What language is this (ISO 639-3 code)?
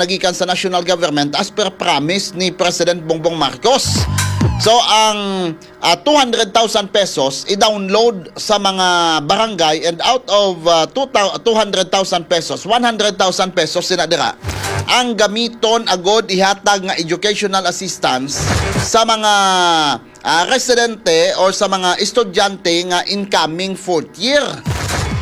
hil